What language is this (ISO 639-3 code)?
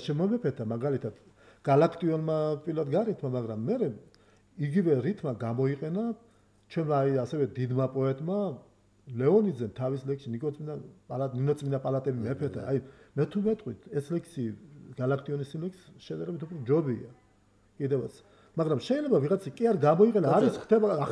kat